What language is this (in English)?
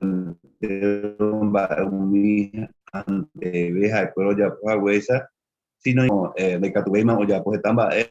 Guarani